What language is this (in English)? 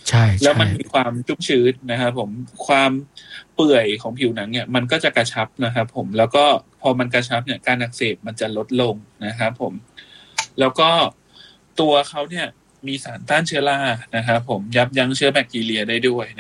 Thai